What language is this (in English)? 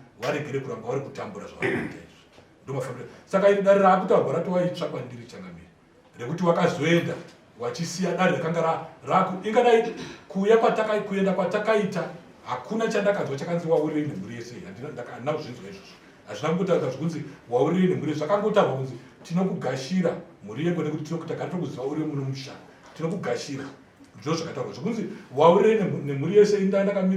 Shona